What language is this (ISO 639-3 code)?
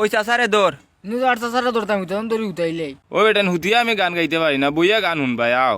syl